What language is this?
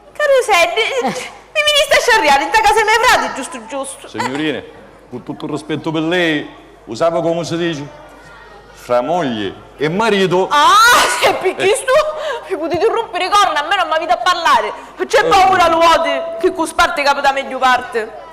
Sicilian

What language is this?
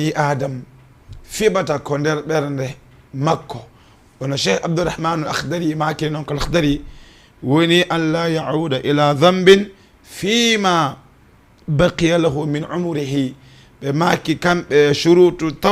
Fula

